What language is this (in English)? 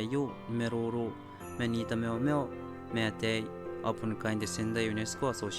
Gilbertese